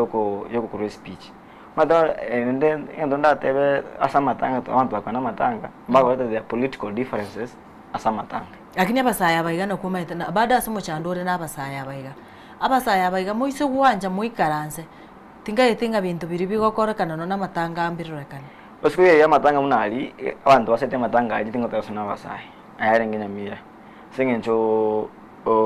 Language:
Gusii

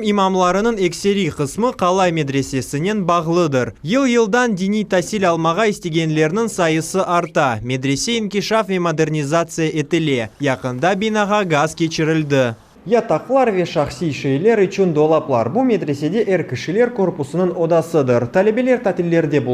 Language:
Crimean Tatar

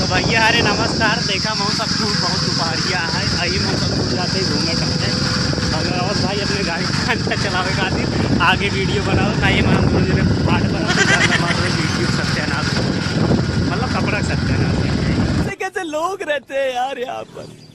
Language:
Awadhi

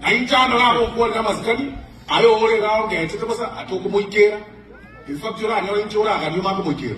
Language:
Gusii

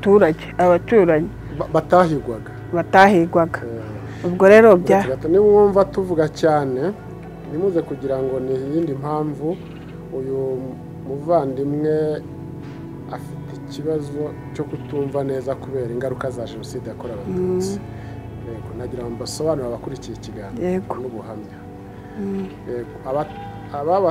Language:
Kinyarwanda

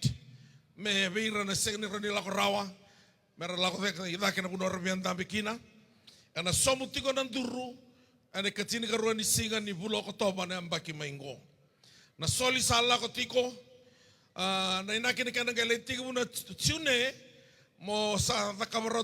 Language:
Fijian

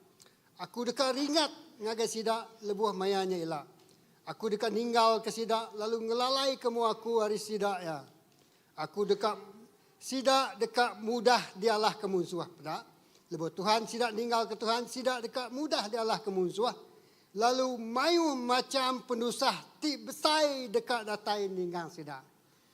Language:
Iban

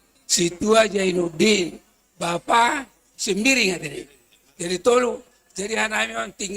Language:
Batak Simalungun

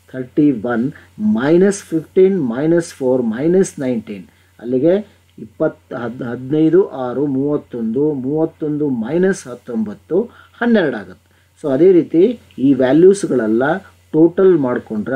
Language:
Kannada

